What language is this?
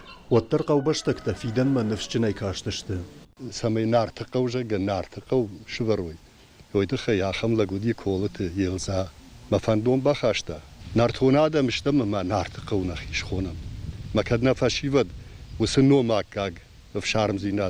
Ossetic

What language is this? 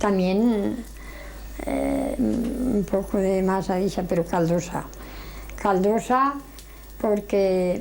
Aragonese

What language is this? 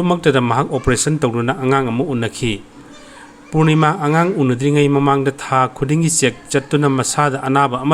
Manipuri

